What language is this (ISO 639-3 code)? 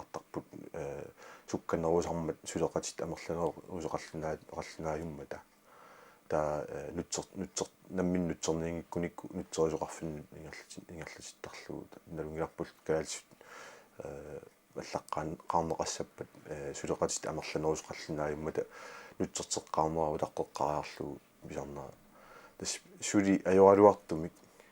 kal